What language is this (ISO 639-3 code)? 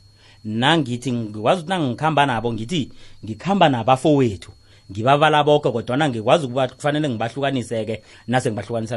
nbl